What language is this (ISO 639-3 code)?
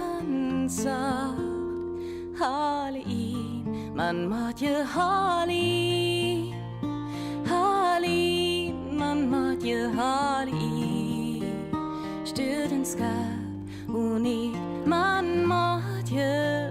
frr